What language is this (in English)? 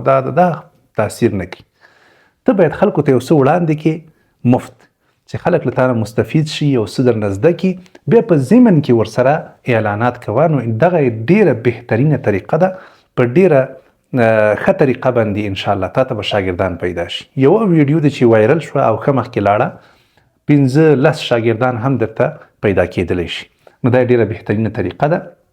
Pashto